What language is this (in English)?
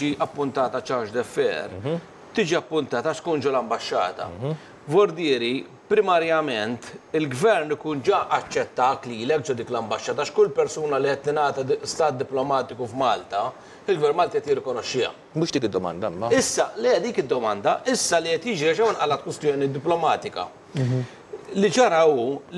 Maltese